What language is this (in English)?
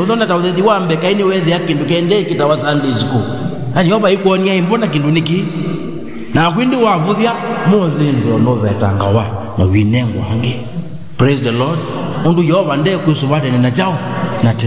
Kamba